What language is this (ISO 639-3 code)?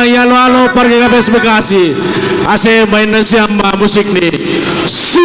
bts